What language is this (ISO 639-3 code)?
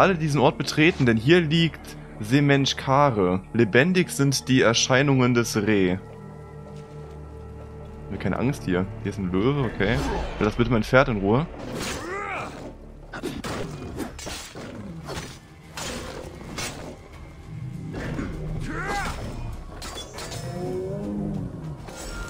deu